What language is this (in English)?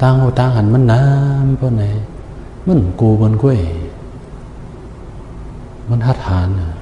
Shan